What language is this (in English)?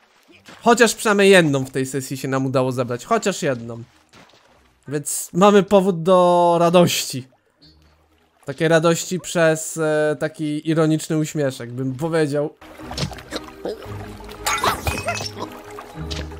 Polish